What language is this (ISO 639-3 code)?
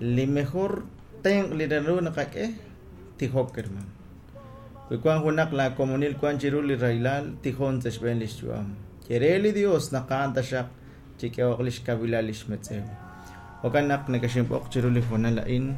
kek